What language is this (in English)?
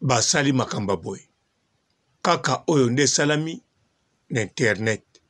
Lingala